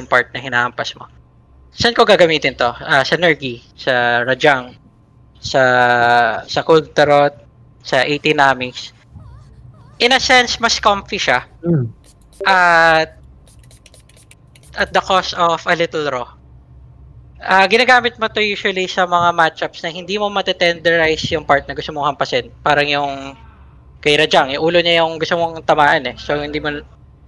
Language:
Filipino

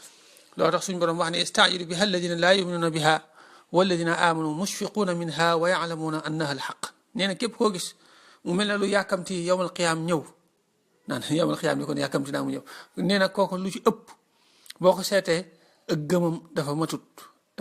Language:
Wolof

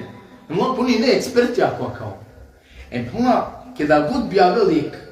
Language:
Balkan Romani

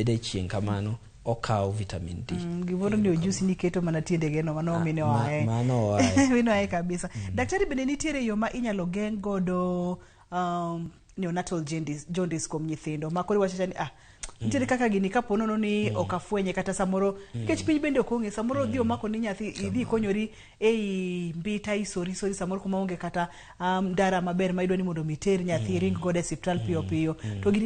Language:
Luo (Kenya and Tanzania)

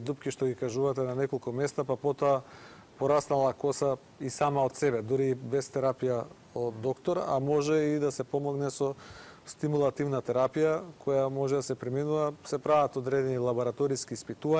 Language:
Macedonian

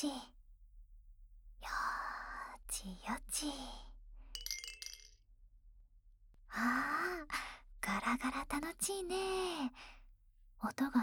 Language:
Japanese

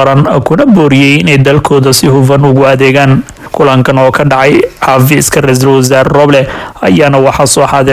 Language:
Somali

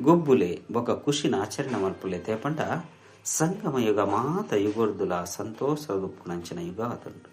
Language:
Tulu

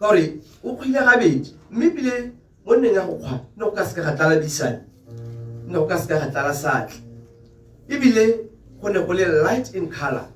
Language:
Tswana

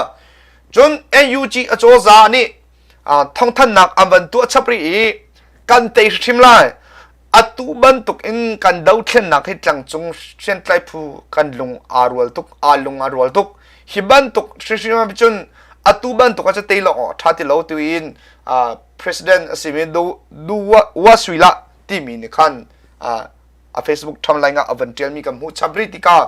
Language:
Hakha Chin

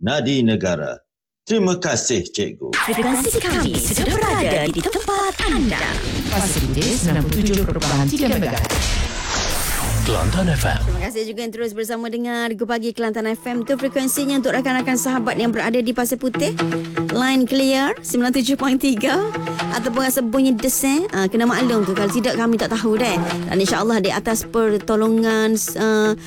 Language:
Malay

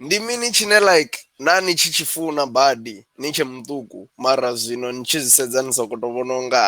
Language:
Venda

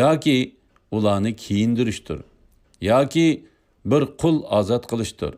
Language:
Uyghur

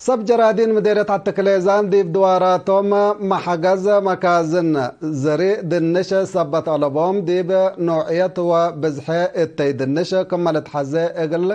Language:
Tigre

